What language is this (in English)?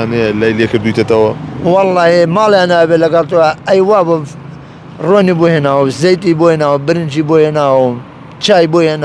Central Kurdish